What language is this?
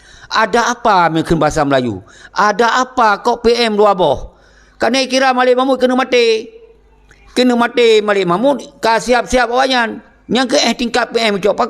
Achinese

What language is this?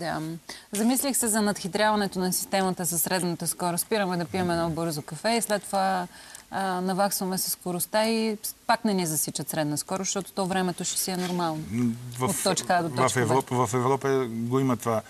Bulgarian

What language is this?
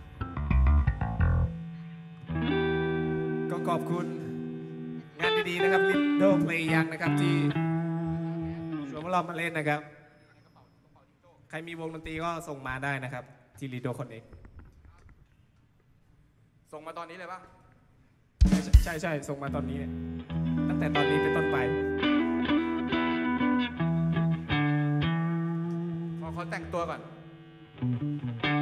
Thai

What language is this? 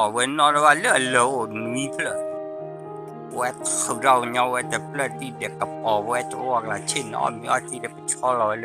S'gaw Karen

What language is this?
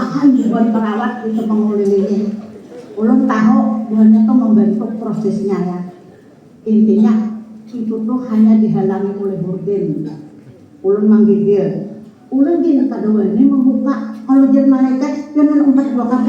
Banjar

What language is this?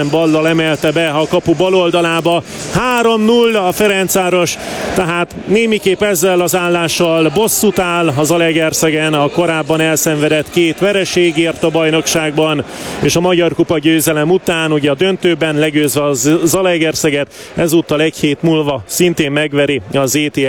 Hungarian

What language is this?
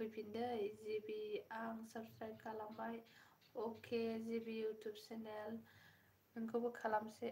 Bodo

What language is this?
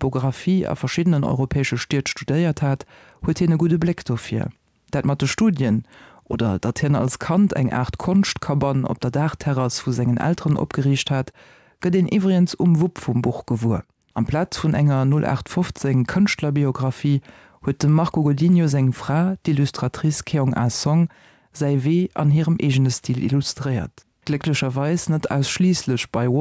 Luxembourgish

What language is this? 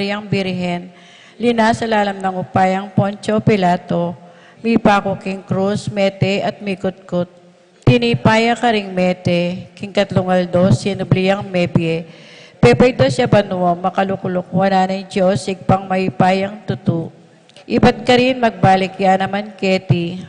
Pampanga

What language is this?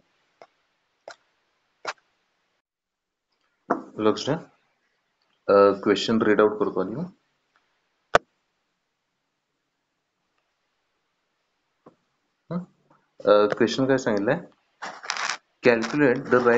Marathi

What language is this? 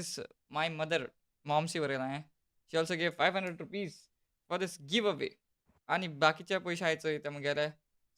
Konkani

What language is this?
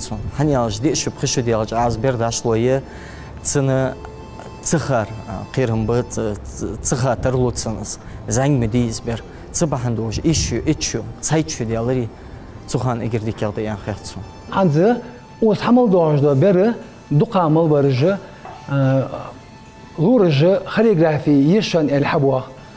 Ingush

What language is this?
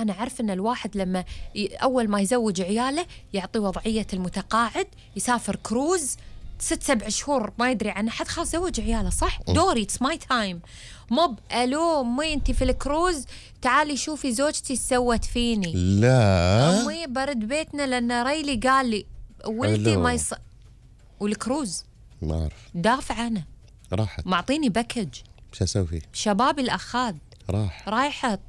Gulf Arabic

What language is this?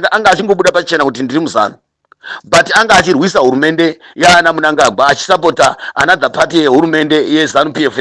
Shona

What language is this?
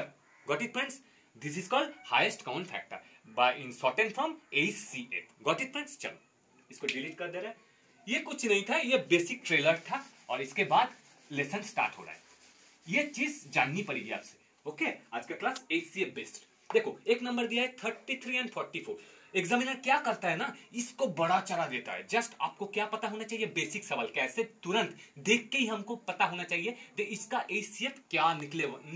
Hindi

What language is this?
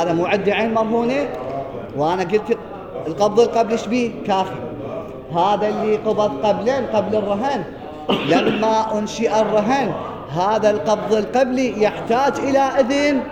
Mesopotamian Arabic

